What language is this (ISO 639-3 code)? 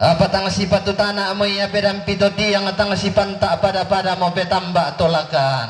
sda